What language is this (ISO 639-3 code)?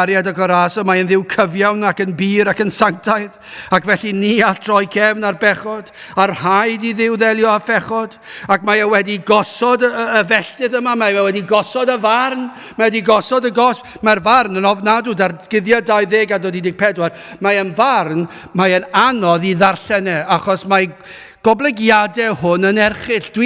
cym